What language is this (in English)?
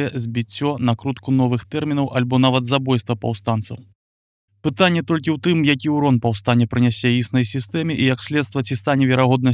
Belarusian